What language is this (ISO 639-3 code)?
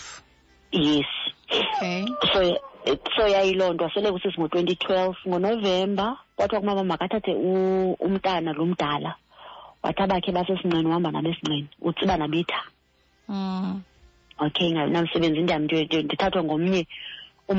xho